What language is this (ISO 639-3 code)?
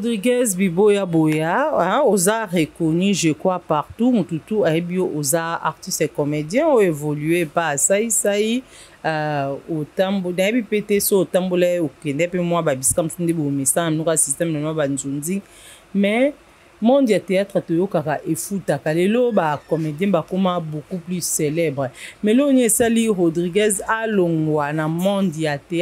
lin